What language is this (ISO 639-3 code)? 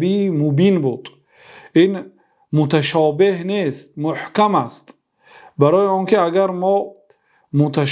fas